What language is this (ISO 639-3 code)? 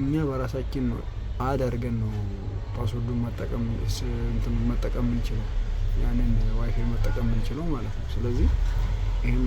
amh